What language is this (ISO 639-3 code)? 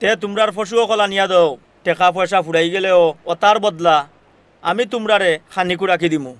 syl